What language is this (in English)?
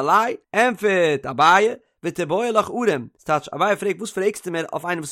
Yiddish